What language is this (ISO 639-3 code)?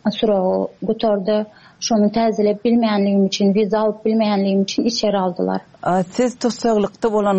tuk